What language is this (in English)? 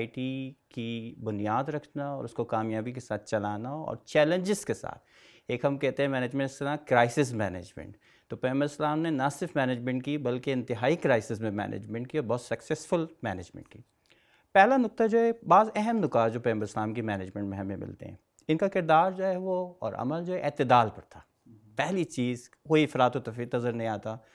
Urdu